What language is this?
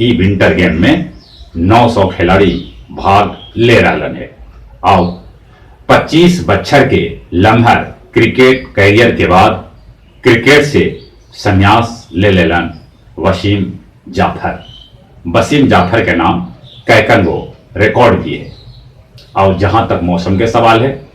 Magahi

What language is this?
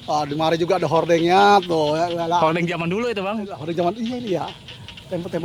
Betawi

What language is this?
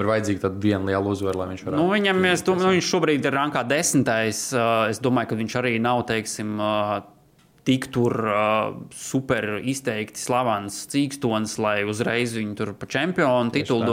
Latvian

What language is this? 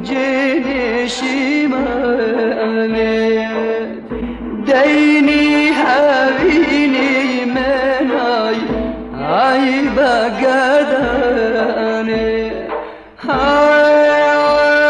Central Kurdish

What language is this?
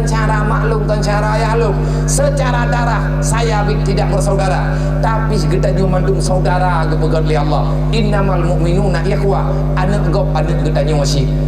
Achinese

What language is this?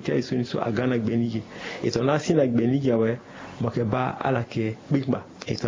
Sango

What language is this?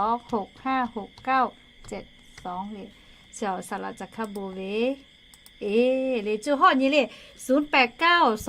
Lahu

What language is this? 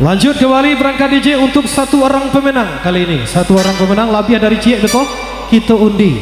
Minangkabau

